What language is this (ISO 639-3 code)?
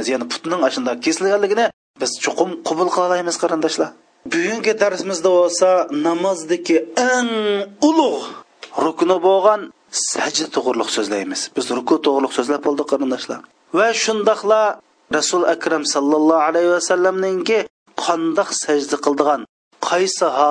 uig